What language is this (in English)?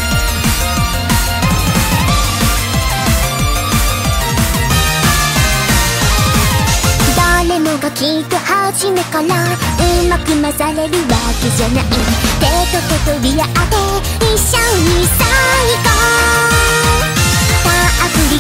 Japanese